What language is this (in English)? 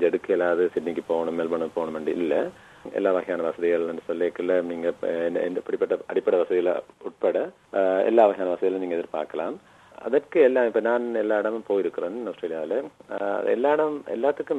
Tamil